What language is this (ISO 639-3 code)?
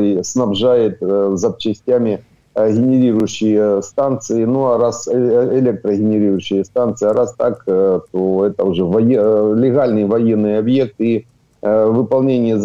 rus